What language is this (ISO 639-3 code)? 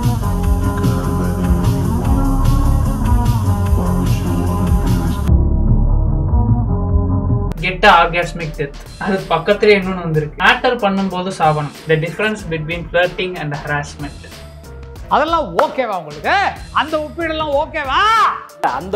tam